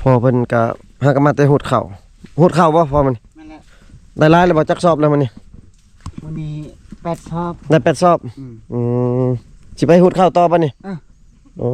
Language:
Lao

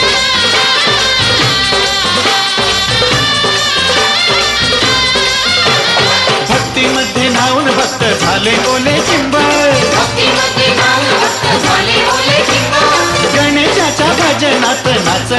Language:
Marathi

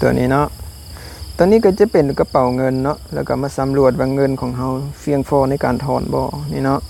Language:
Lao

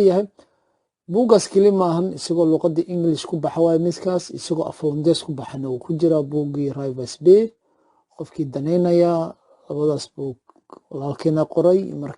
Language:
Somali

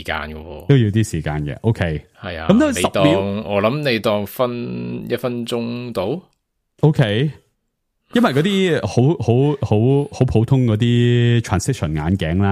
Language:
Cantonese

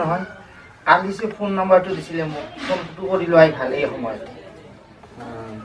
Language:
Assamese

